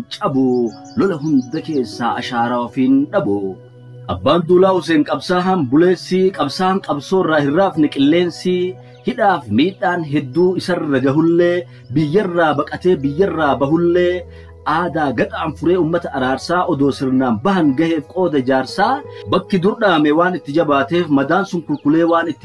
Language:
Oromo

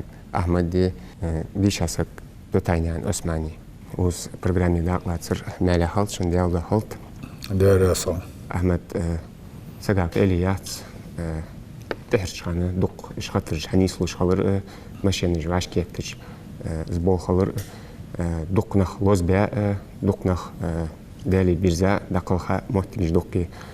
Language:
Ingush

